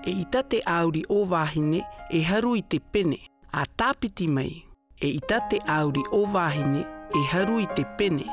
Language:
Tahitian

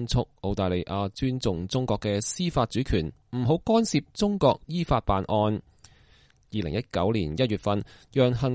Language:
Cantonese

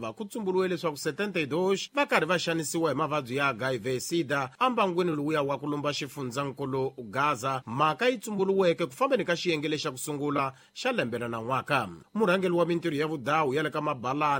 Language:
Tsonga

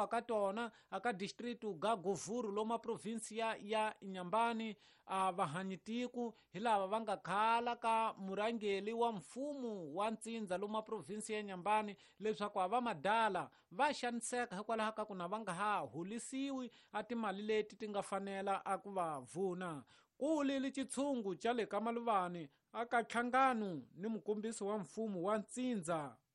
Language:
Tsonga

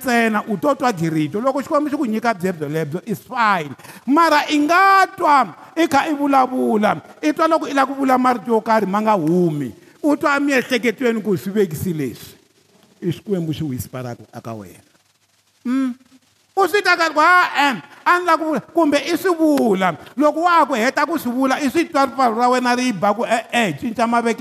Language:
Tsonga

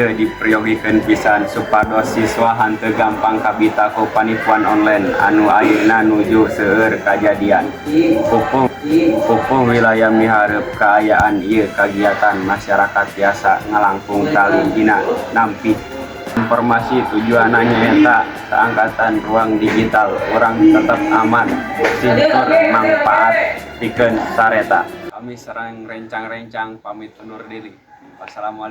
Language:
Sundanese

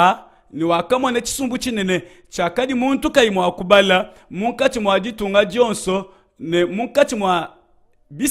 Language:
Luba-Lulua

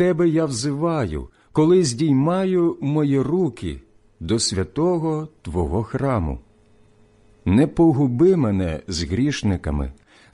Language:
Ukrainian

